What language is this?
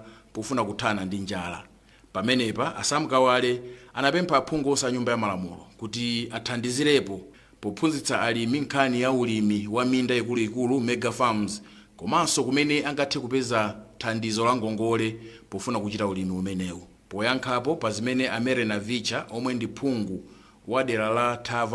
Nyanja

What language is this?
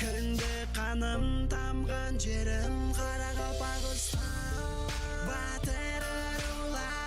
Kara-Kalpak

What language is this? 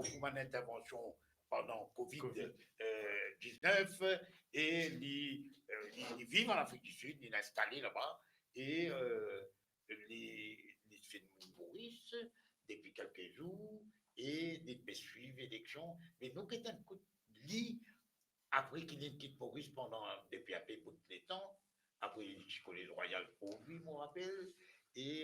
Morisyen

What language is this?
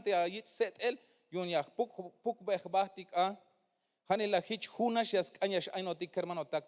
Tzeltal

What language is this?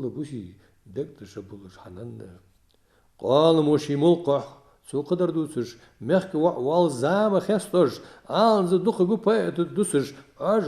Ingush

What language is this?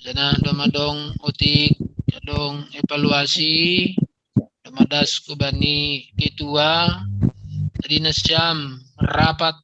Batak Simalungun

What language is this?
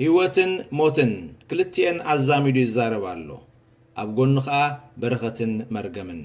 Tigrinya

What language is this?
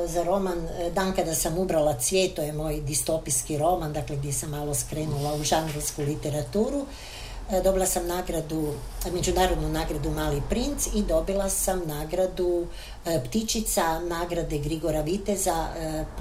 Croatian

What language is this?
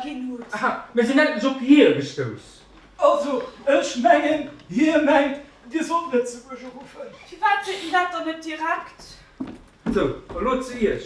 Luxembourgish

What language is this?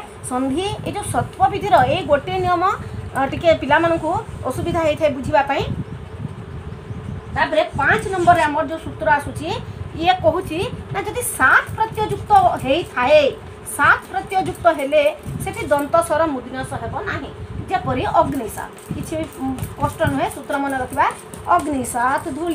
Odia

